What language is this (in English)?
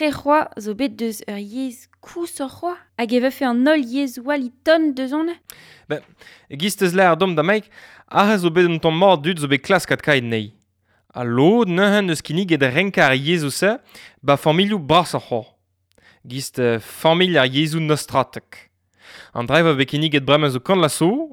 Breton